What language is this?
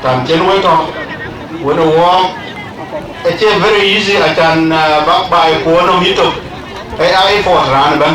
Dinka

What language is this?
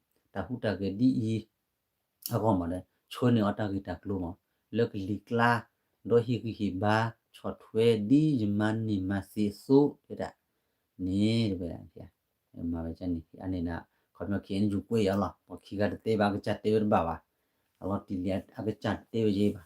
S'gaw Karen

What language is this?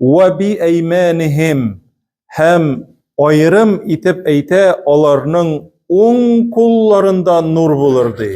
Tatar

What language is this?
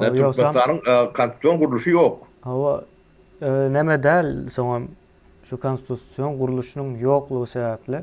Turkmen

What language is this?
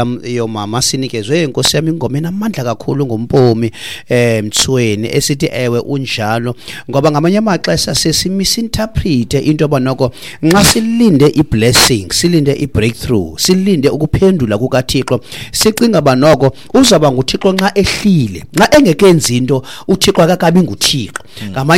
Xhosa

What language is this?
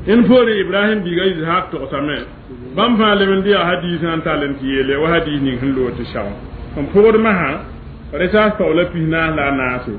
Mossi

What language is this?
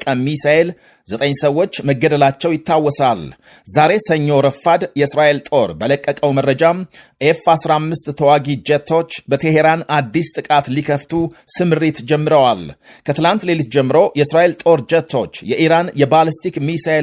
Amharic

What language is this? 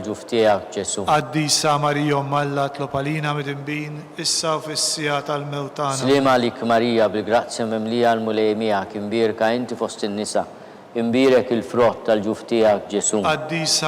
Maltese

